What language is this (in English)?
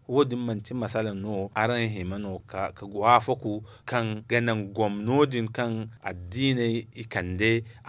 Zarma